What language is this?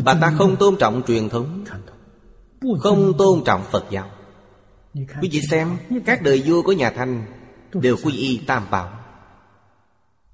Vietnamese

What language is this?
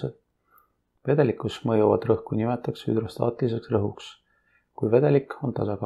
Estonian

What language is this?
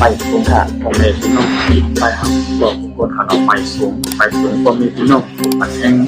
Shan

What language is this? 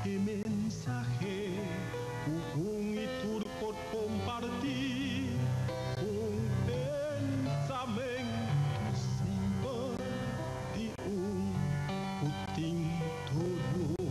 Papiamento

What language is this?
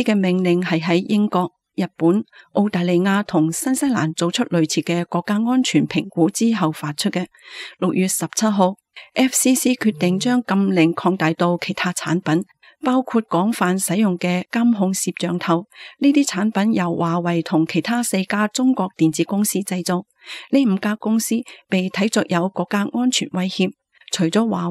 Cantonese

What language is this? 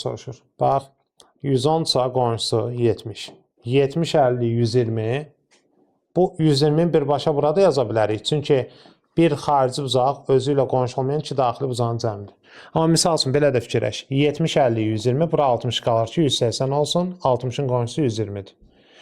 Azerbaijani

